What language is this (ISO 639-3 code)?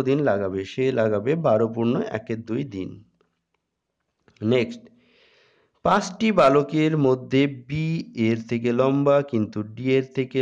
ben